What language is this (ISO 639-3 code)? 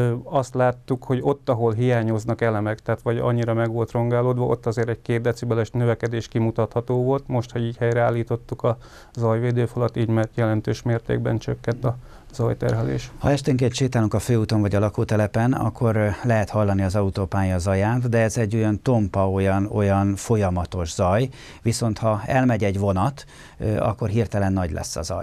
hun